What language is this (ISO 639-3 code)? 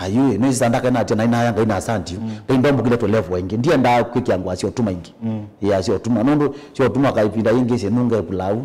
kam